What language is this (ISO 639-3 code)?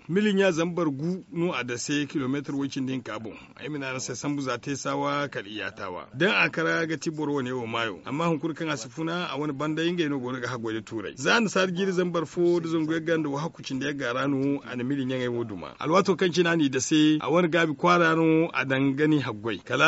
dje